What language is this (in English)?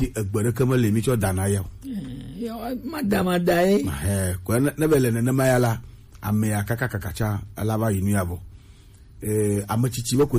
Gen